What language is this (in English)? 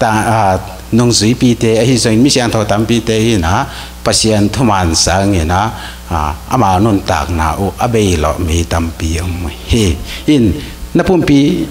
Tedim Chin